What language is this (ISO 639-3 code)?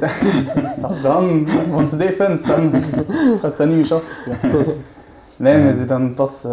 ltz